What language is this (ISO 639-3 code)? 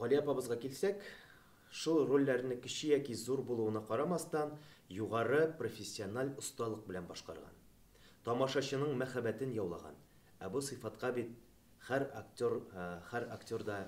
tat